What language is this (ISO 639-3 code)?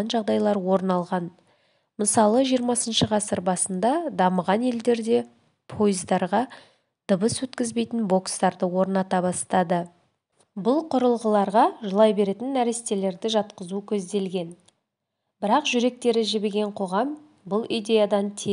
kaz